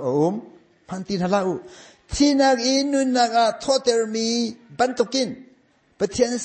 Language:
Hakha Chin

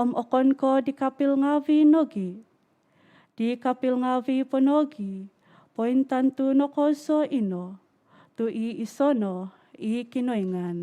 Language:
Central Dusun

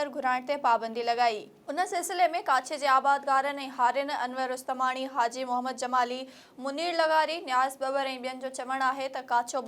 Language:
Sindhi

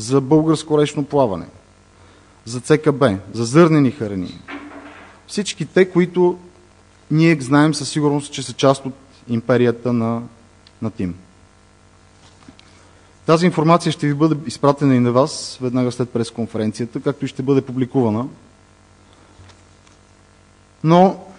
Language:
Bulgarian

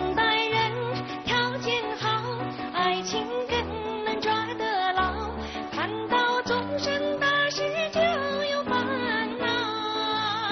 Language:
Chinese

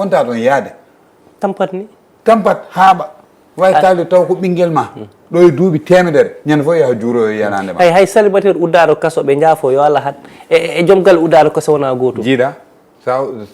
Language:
Fula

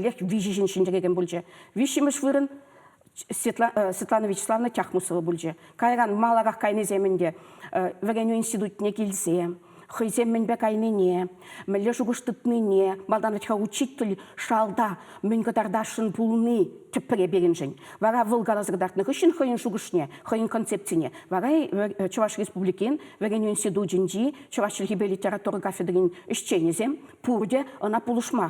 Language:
Chuvash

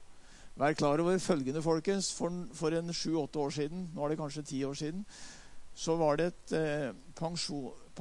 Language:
Norwegian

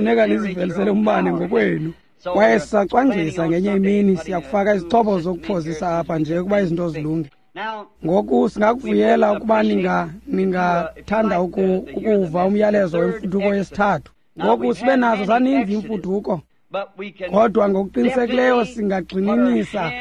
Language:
Xhosa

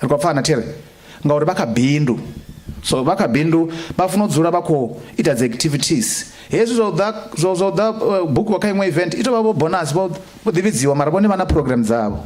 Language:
Venda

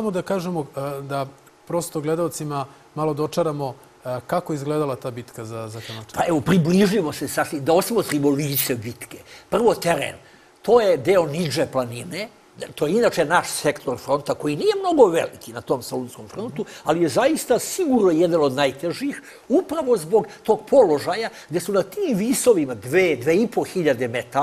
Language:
Serbian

